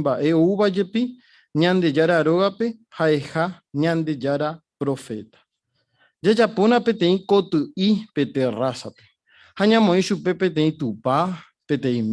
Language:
Guarani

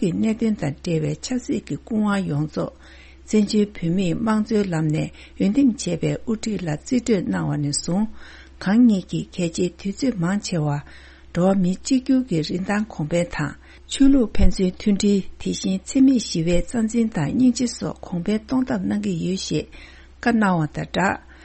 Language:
Tibetan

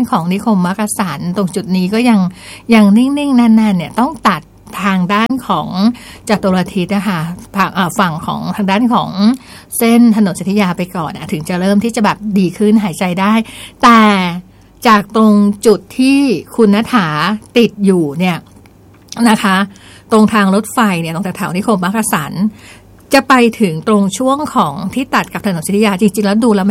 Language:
Thai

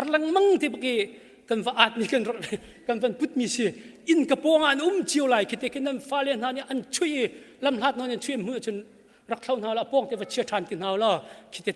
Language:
Hakha Chin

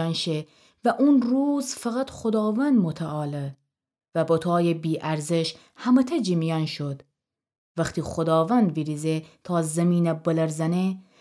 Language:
Gilaki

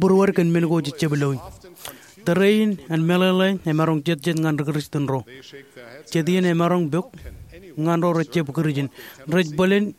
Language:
Marshallese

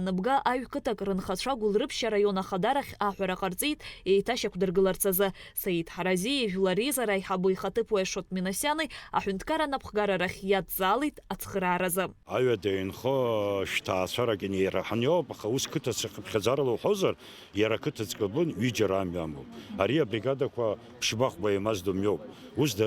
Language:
Abkhazian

